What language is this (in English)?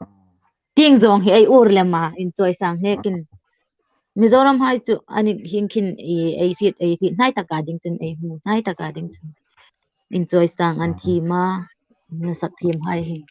Hmar